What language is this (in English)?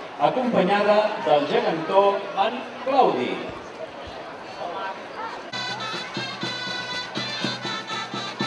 Catalan